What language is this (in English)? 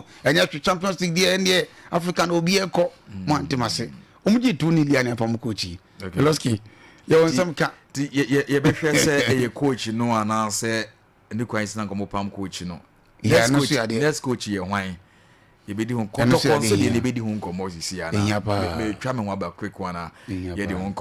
Akan